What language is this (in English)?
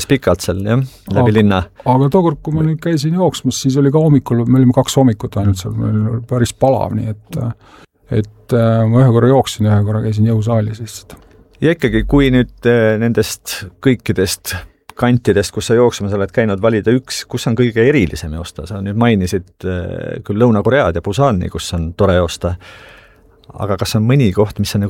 Estonian